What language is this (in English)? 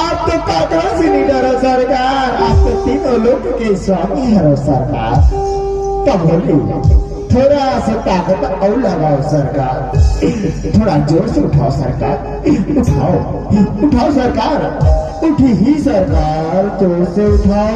Chhattisgarhi